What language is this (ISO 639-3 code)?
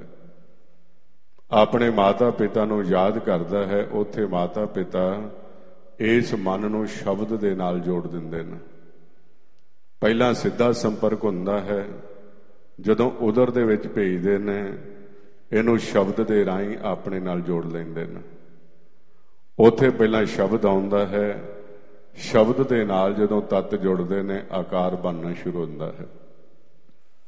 pan